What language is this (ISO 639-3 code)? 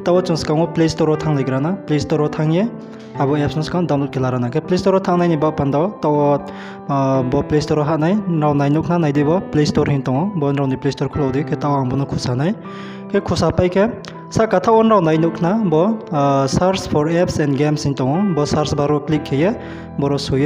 ria